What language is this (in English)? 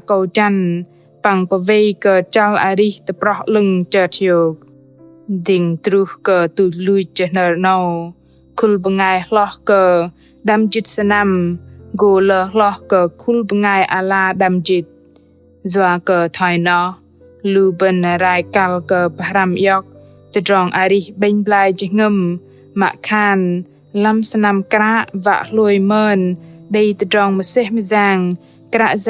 Bahnar